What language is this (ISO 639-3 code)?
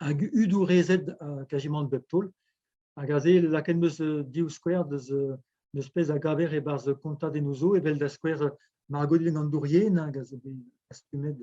bre